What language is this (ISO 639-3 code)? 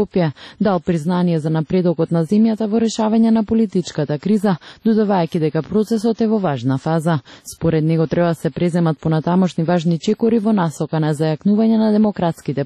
mkd